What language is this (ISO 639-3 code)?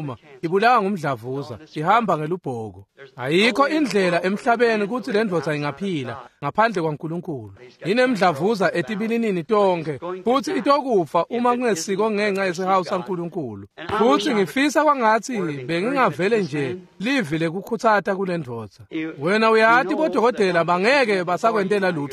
ssw